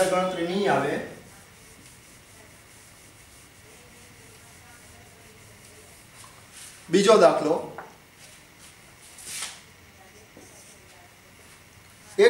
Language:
Gujarati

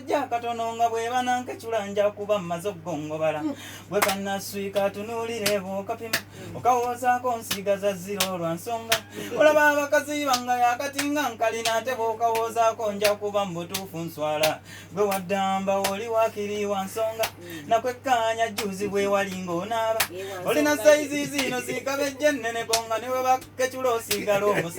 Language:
Ganda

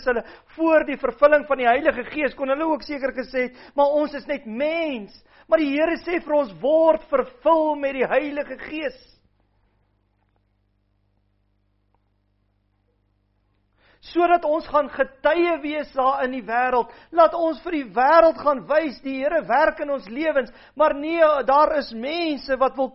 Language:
Afrikaans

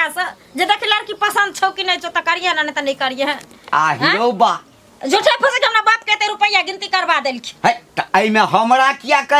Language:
Maithili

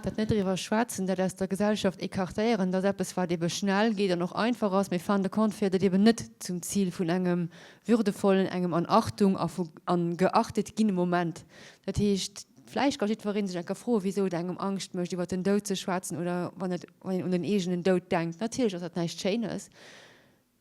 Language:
Luxembourgish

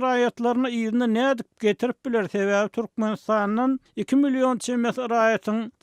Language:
Turkmen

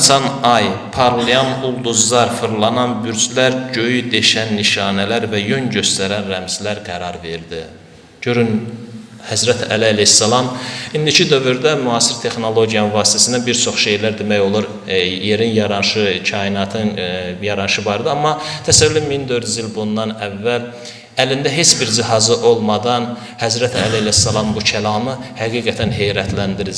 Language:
Azerbaijani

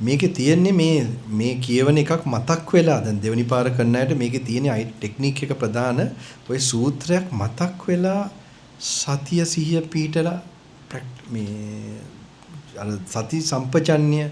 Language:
Sinhala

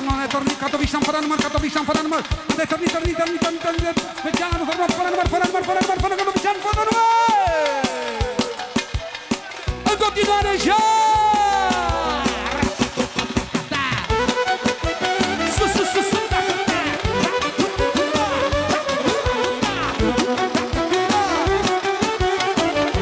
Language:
Romanian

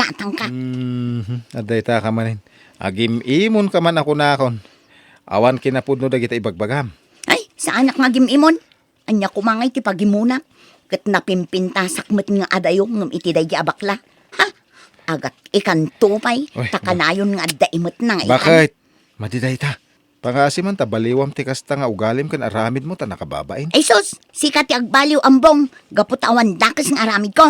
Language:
Iloko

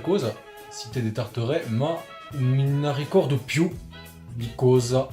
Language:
Corsican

